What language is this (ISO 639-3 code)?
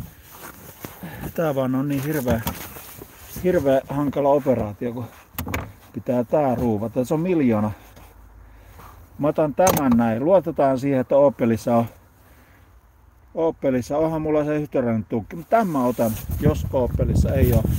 fin